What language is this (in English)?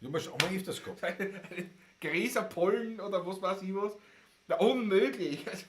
Bavarian